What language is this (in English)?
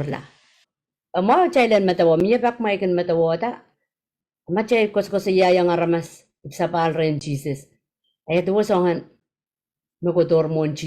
Pohnpeian